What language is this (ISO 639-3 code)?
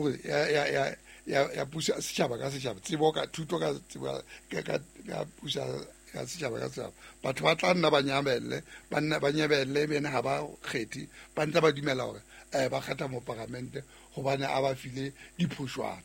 sot